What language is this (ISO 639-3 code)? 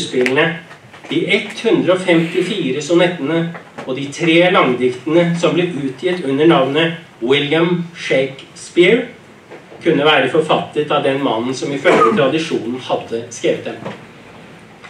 nor